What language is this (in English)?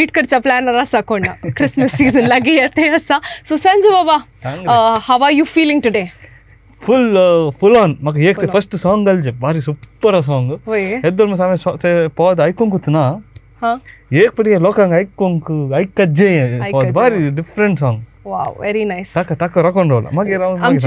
Konkani